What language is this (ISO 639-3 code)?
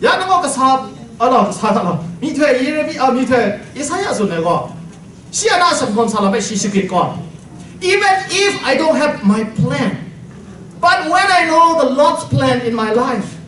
kac